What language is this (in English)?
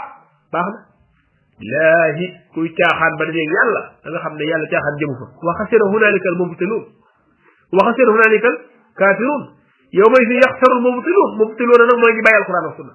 Wolof